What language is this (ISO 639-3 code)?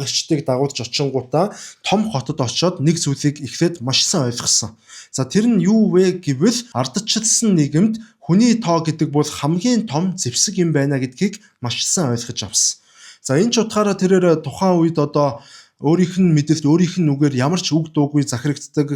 mon